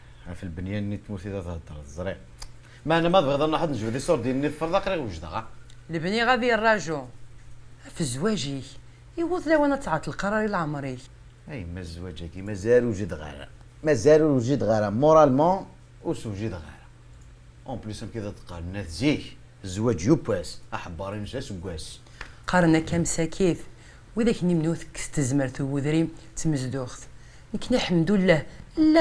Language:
Kabyle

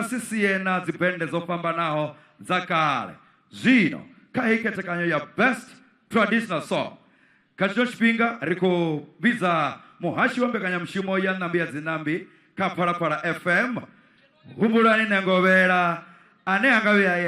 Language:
Venda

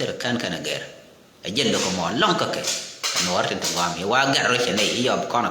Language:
Nuer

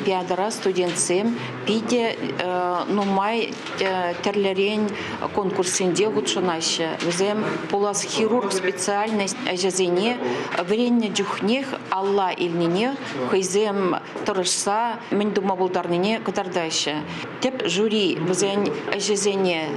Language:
Chuvash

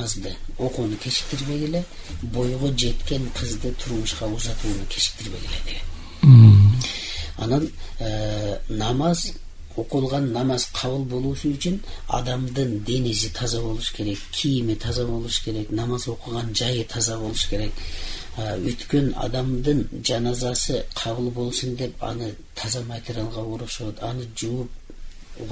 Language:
Kyrgyz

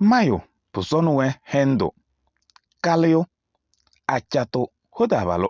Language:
Kabiyè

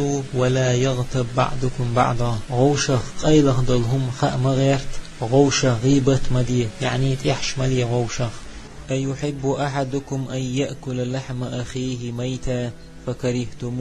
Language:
Chechen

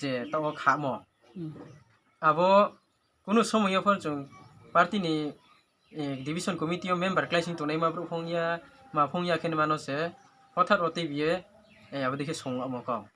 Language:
Riang (India)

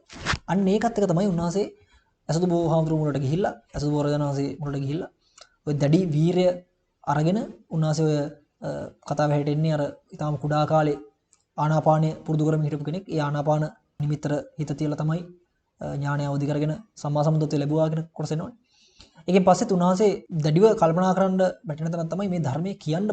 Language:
Sinhala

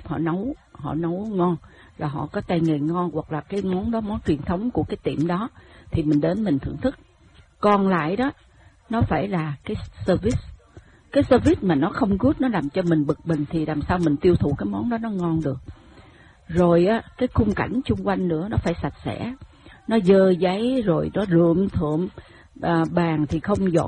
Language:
Vietnamese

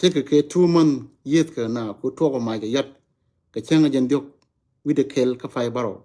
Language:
Nuer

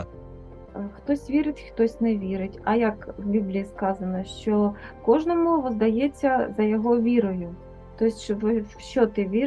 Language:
Ukrainian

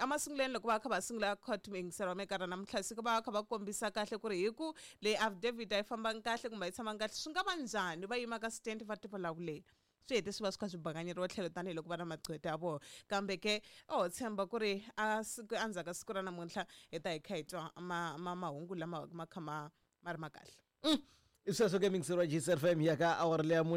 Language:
Tsonga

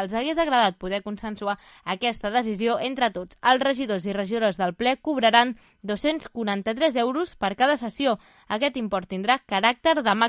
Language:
Catalan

